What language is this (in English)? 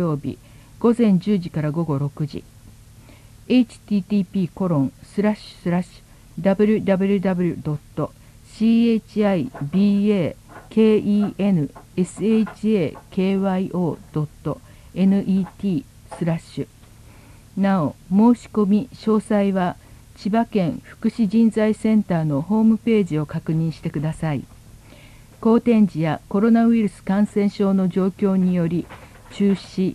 Japanese